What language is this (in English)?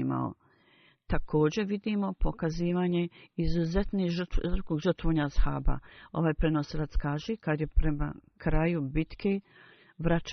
Bosnian